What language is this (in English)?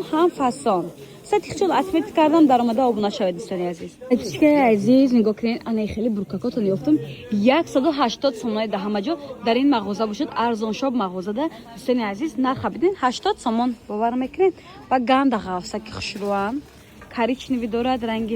Tajik